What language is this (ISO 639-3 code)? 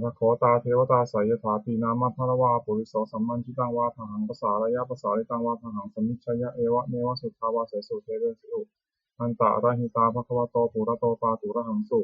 pli